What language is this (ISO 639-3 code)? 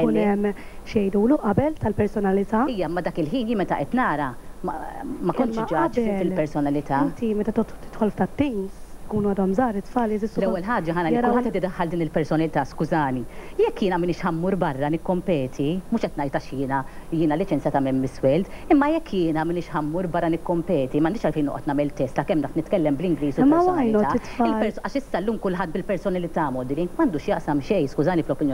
mlt